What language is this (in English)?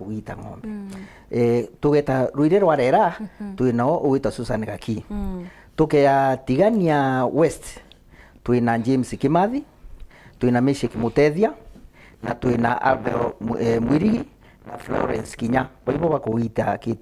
Meru